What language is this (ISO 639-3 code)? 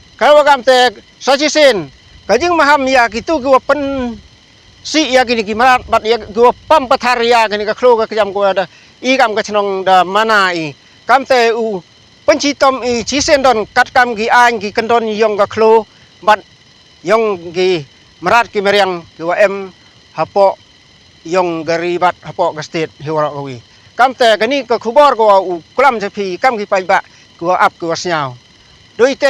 pbv